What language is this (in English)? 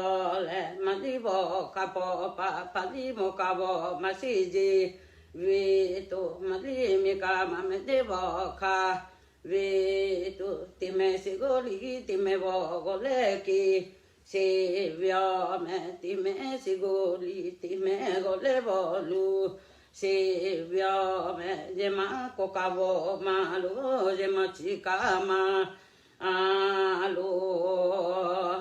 Lahu